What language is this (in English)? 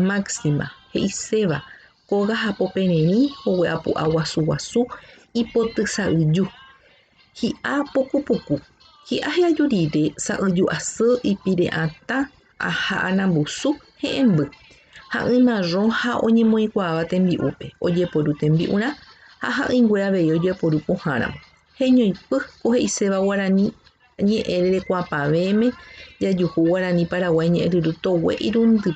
Guarani